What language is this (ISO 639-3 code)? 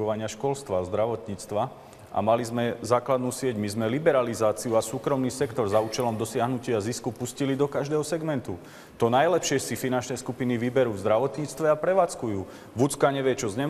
slk